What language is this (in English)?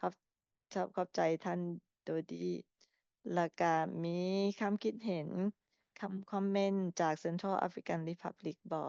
Lao